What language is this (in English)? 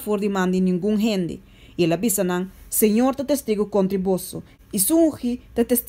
Papiamento